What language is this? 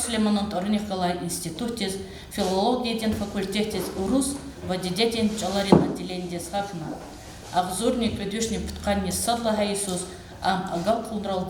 Lezghian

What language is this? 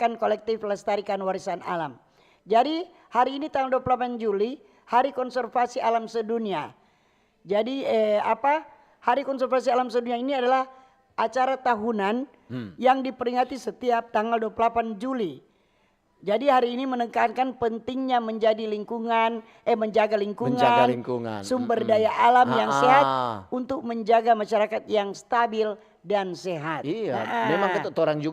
Manado Malay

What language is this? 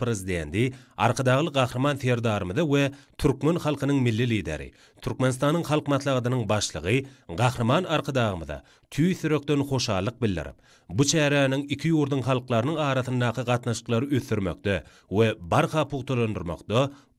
Turkmen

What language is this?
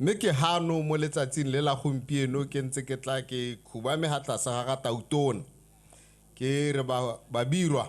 Tswana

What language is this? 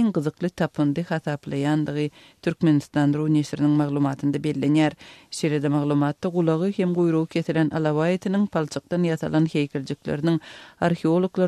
Turkmen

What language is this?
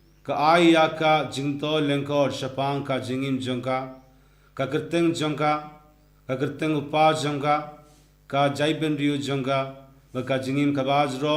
Khasi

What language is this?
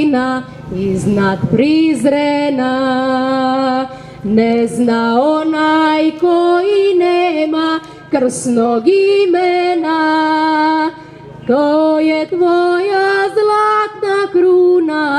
Serbian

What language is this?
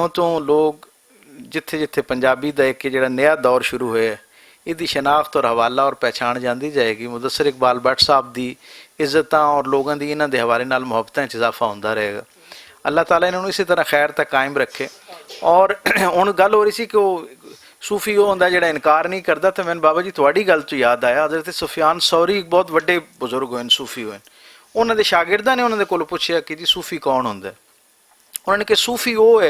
Western Panjabi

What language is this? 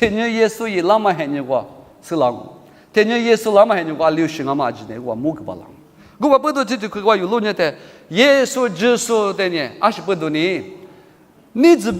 Lisu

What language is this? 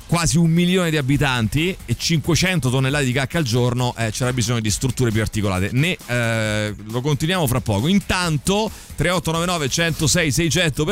Italian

